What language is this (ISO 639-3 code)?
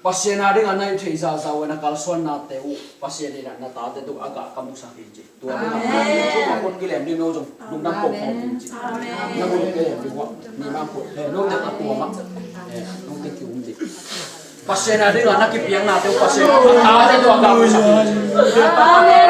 ctd